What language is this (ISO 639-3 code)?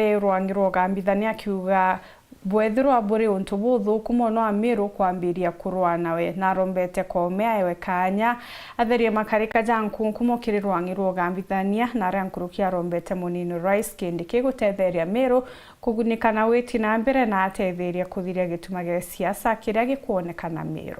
mer